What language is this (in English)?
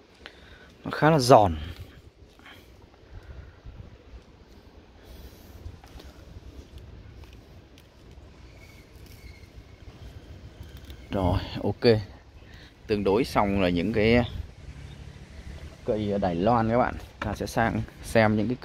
Vietnamese